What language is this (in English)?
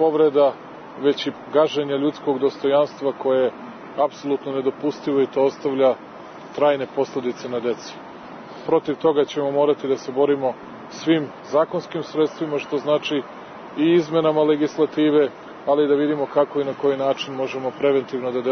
Serbian